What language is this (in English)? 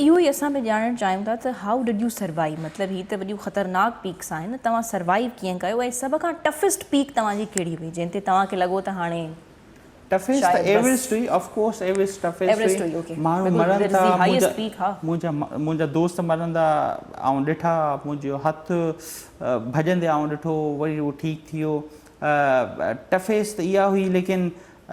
Sindhi